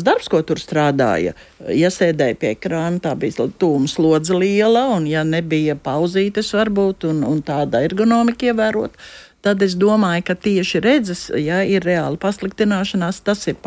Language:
Latvian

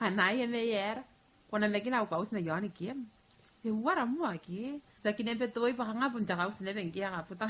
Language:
Gilbertese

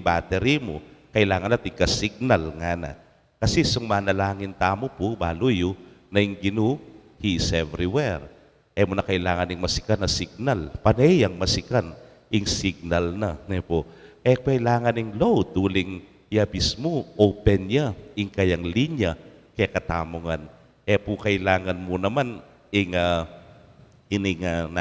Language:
Pampanga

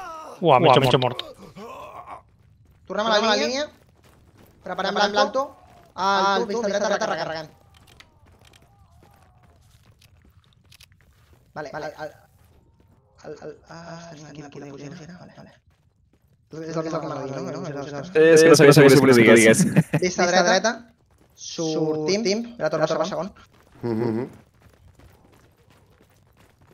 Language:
Catalan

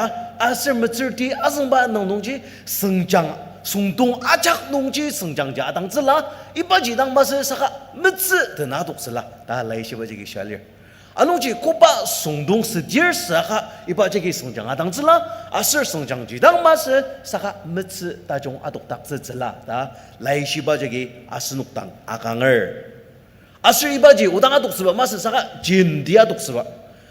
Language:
Ao Naga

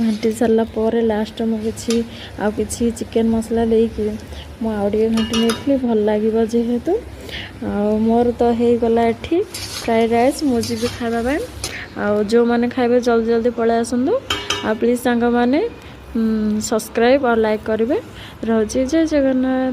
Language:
Odia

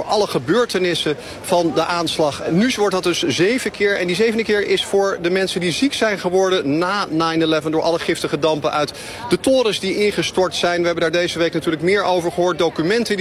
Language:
Dutch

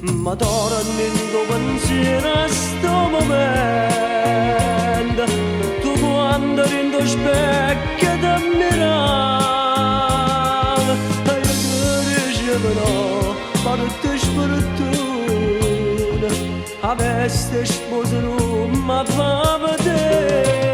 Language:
Neapolitan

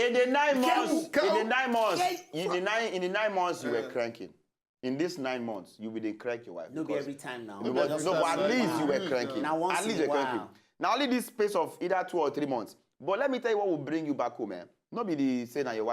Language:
Nigerian Pidgin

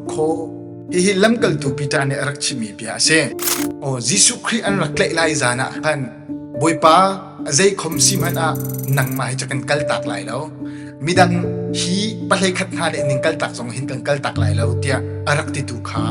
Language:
Hakha Chin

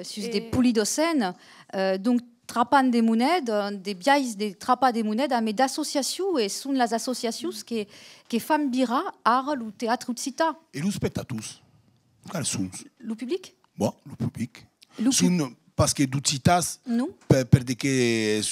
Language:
Occitan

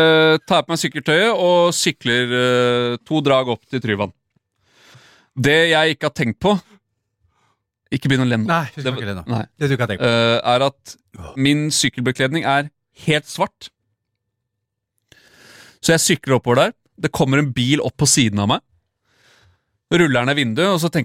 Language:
Norwegian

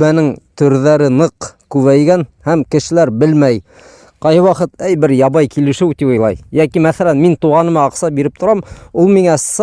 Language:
Bashkir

